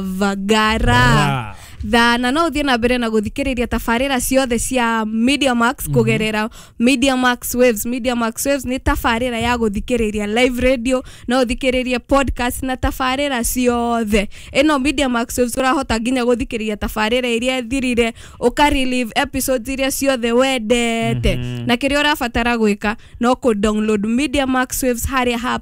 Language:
Kikuyu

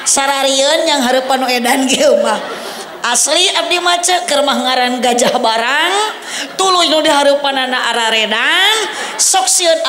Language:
Sundanese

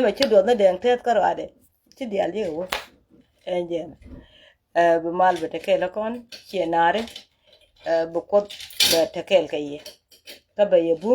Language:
Nuer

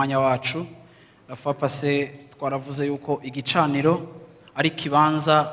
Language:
Rundi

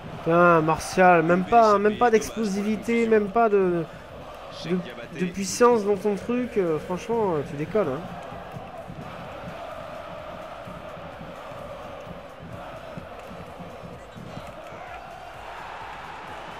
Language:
French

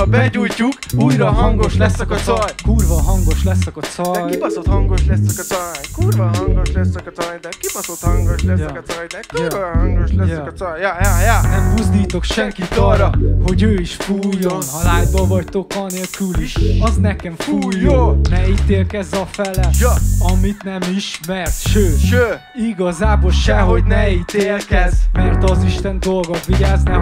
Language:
Hungarian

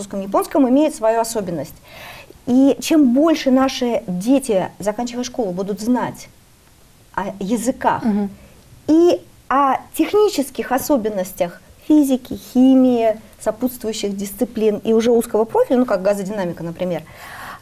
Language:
Russian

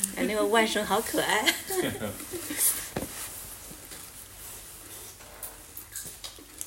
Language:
Chinese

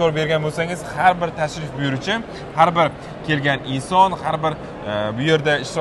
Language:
Uzbek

